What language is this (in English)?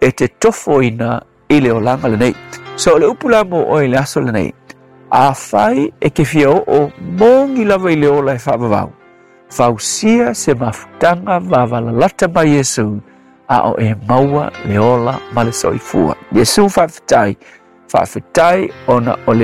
Samoan